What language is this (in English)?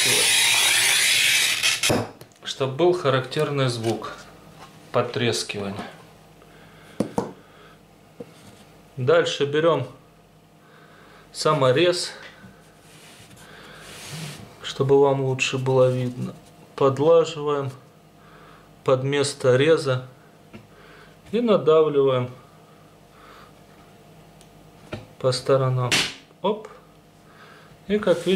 Russian